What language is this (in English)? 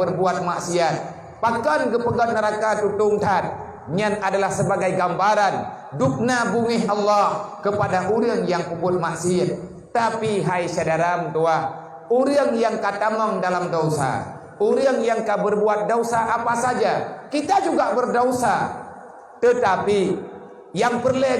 Achinese